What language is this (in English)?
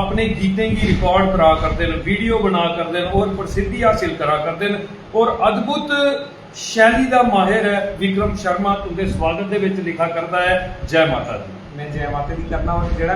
Dogri